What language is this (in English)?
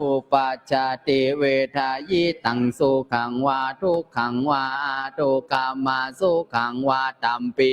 Pali